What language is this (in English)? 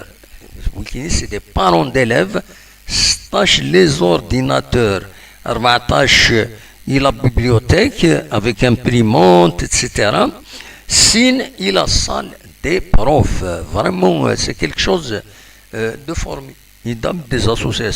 Kabyle